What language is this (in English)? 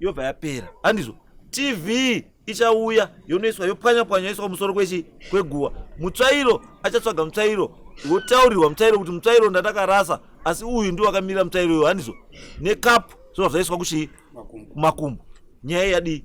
Shona